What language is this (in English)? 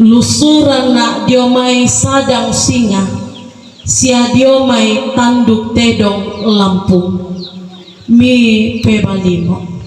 Toraja-Sa'dan